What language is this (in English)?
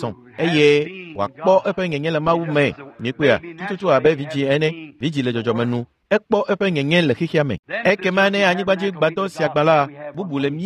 Ewe